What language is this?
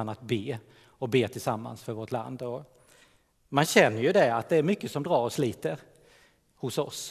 Swedish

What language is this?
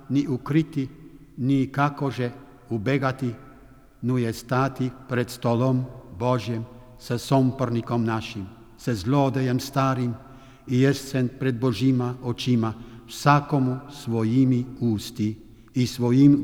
Serbian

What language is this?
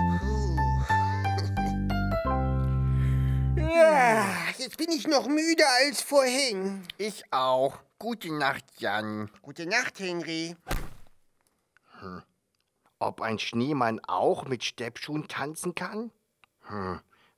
German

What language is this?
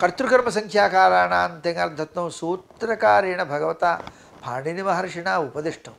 Sanskrit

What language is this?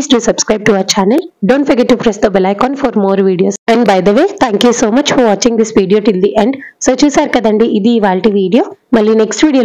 Telugu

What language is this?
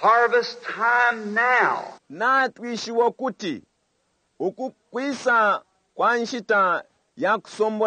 Bemba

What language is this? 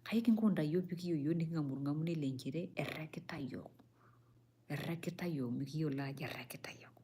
Masai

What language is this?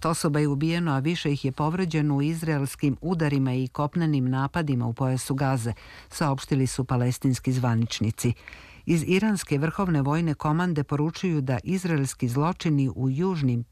Serbian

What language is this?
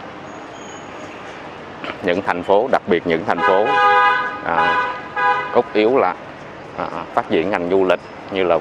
Vietnamese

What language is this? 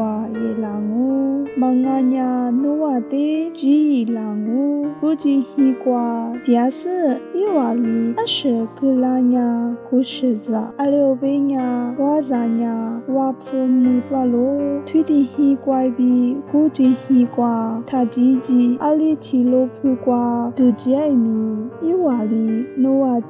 Lisu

